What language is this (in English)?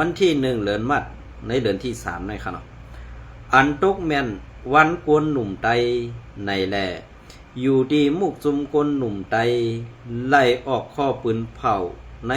Shan